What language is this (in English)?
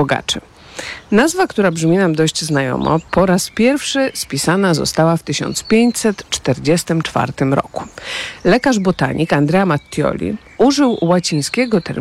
Polish